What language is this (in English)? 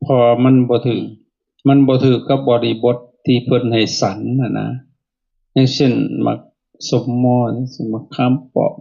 Lao